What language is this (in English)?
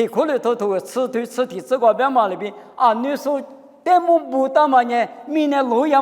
Lisu